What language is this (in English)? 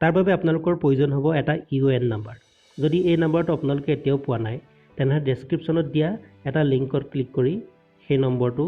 Assamese